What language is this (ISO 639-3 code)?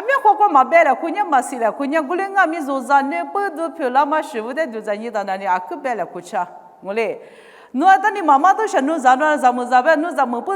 lis